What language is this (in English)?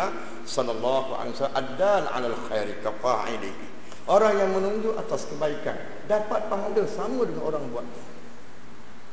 Malay